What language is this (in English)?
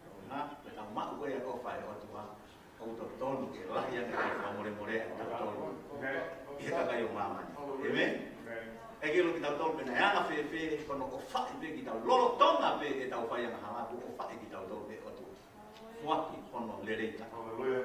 Tongan